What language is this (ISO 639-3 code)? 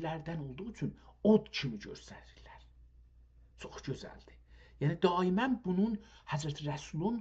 azb